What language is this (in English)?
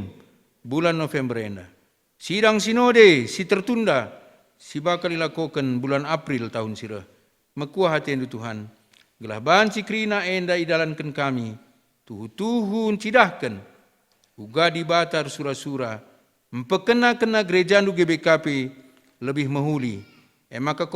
Batak Karo